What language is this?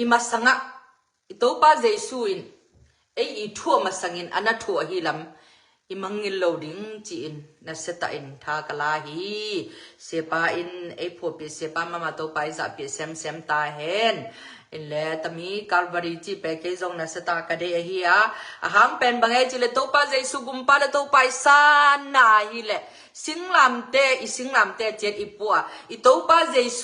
Tedim Chin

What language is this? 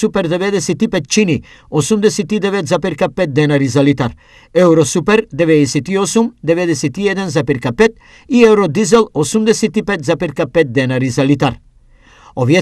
Macedonian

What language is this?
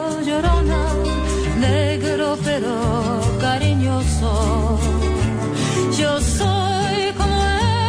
Portuguese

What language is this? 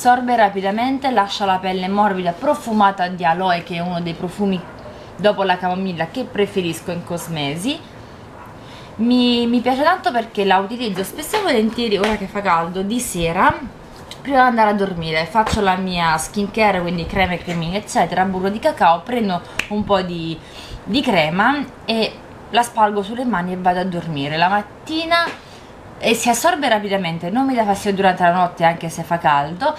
Italian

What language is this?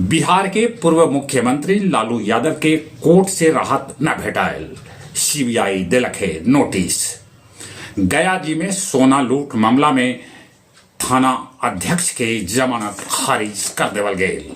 Magahi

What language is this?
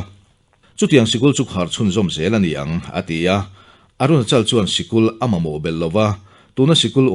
Mizo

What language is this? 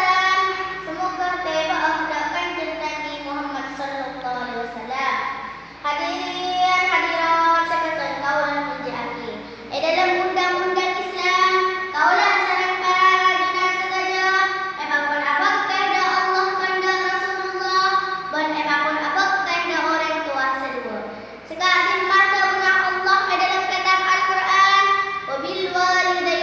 Madurese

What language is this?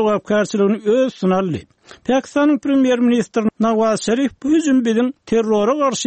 Turkmen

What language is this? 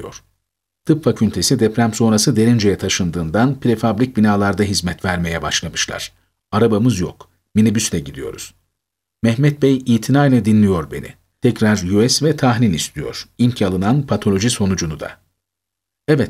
Turkish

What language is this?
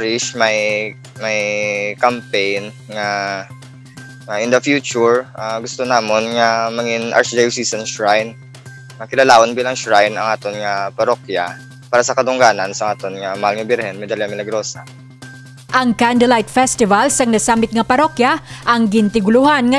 Hiligaynon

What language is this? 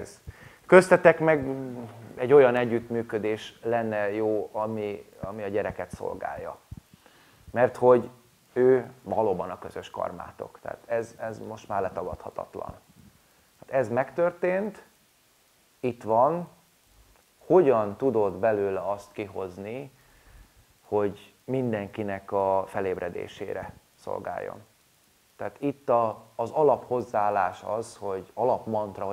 Hungarian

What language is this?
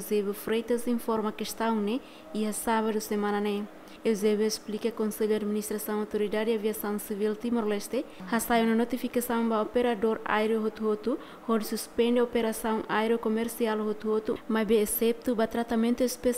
Tetum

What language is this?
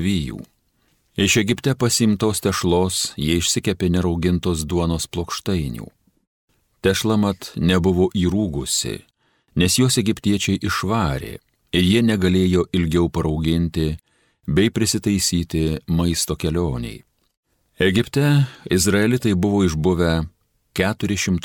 Lithuanian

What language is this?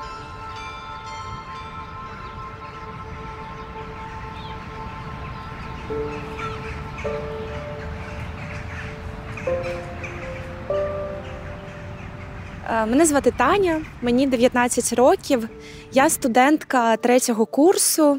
Ukrainian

